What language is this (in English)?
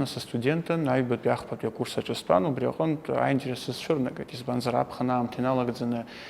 Abkhazian